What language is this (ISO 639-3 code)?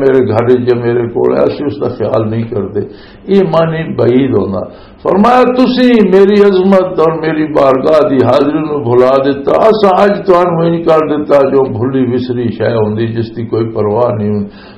lah